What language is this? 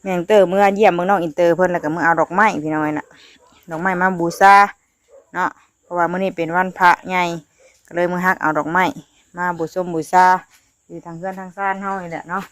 Northeastern Thai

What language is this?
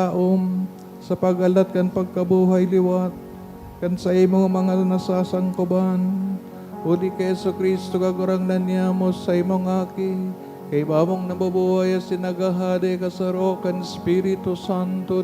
Bikol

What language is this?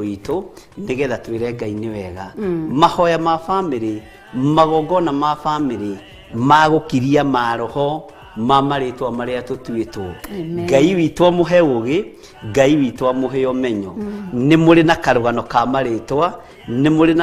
Kikuyu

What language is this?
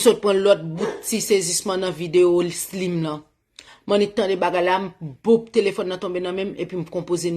Haitian Creole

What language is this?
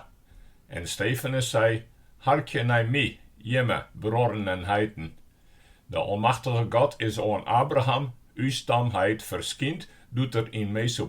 Western Frisian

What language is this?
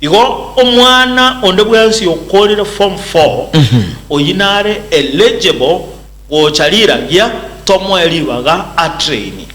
Gusii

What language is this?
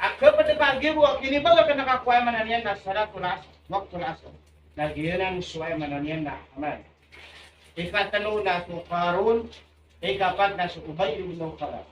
Maranao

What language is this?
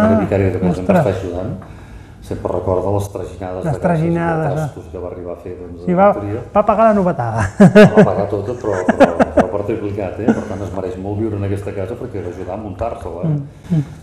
Catalan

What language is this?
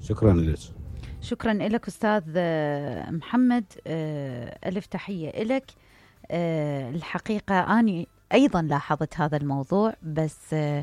Mesopotamian Arabic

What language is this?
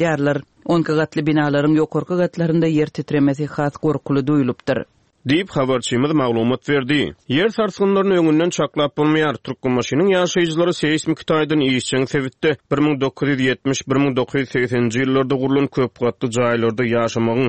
Turkmen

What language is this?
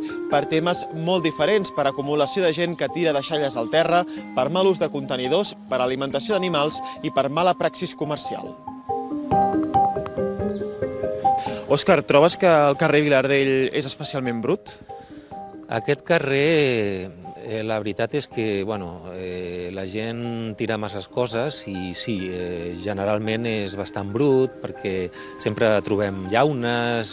Catalan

